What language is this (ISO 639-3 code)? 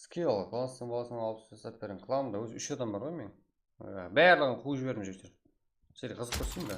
kaa